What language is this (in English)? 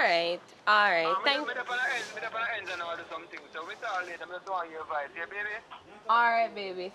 Jamaican Creole English